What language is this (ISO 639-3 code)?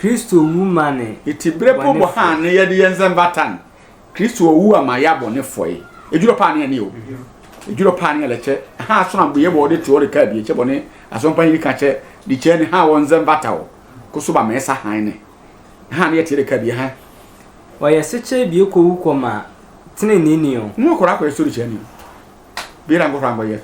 sfw